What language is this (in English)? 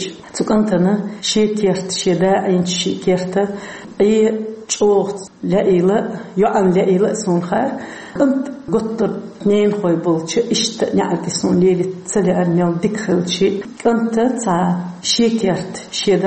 Chechen